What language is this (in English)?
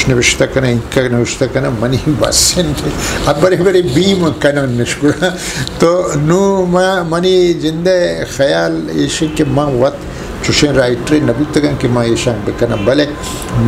Eastern Balochi